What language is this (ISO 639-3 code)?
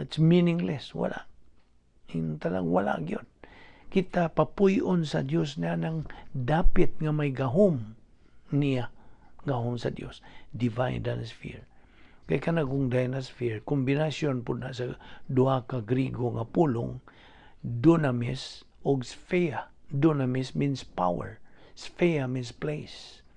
ceb